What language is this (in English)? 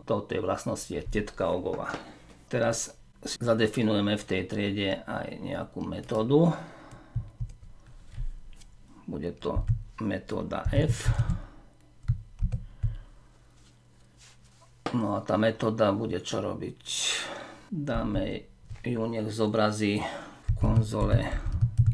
Slovak